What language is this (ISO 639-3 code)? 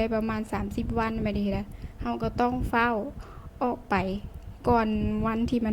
lao